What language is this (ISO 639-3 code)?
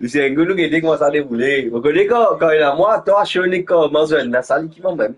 mfe